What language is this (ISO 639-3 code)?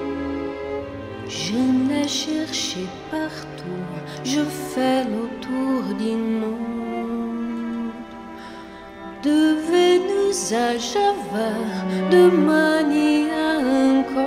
fra